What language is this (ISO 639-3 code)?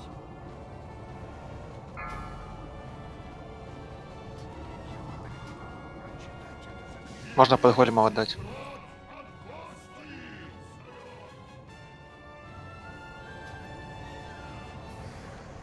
rus